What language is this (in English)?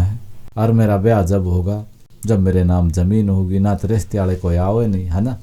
Haryanvi